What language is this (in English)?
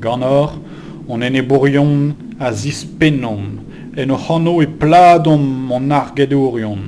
Breton